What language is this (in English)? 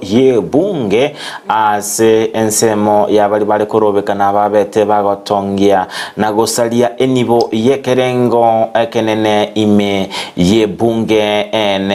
Gusii